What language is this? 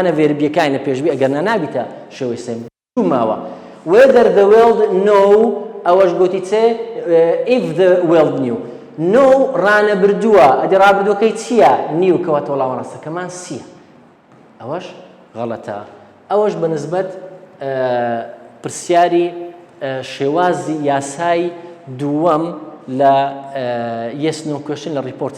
Central Kurdish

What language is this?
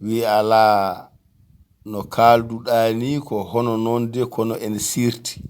Fula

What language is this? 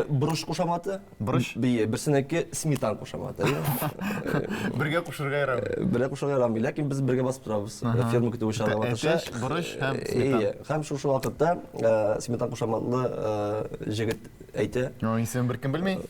Tatar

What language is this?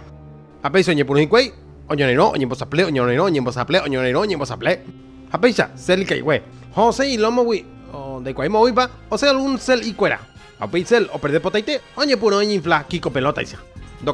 Guarani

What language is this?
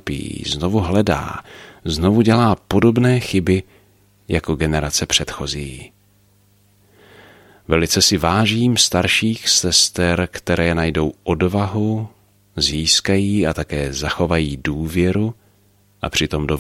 Czech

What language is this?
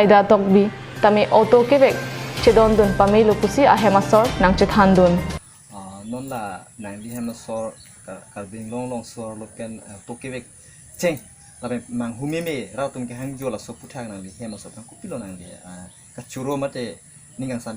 Karbi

